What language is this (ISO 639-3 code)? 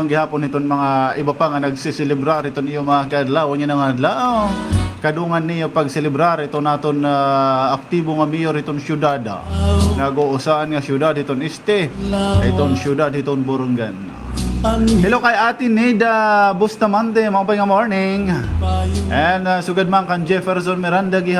war